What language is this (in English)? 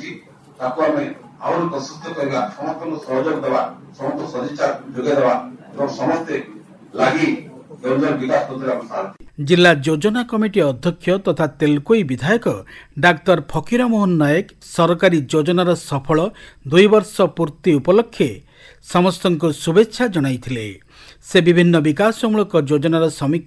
Odia